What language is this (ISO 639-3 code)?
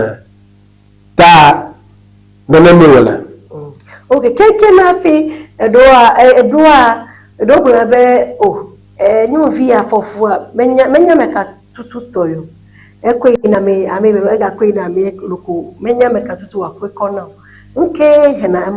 ewe